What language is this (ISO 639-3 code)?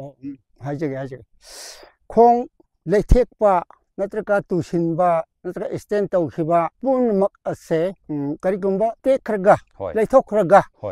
mni